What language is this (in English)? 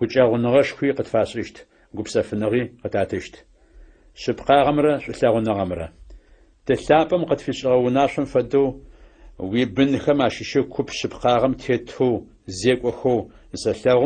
Adyghe